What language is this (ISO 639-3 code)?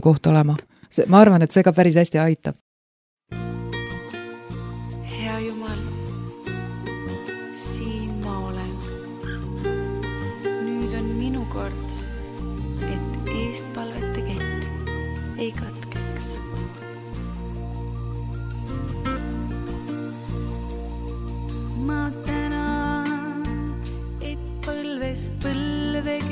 est